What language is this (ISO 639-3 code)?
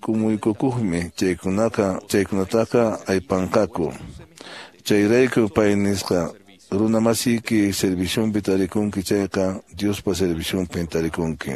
que